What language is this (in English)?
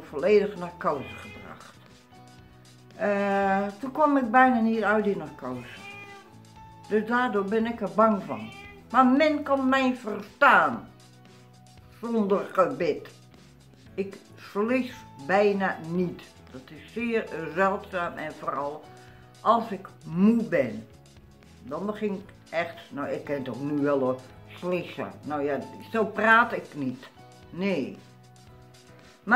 Dutch